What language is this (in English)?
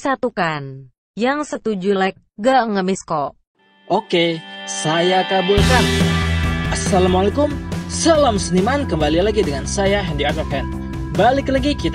Indonesian